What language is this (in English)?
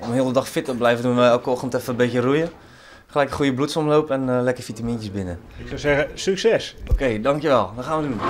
Western Frisian